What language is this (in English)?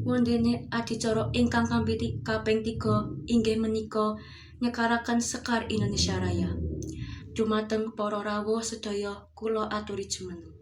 Javanese